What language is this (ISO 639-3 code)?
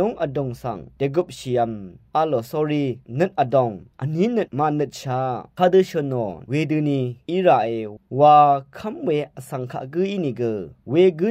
raw